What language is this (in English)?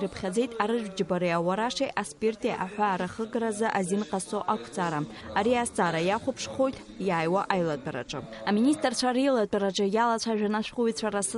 Abkhazian